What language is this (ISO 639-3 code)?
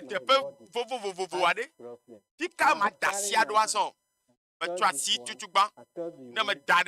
ewe